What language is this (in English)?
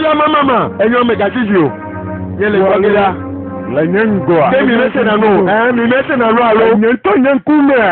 Ewe